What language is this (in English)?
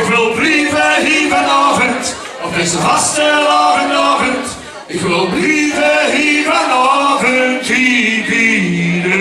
Limburgish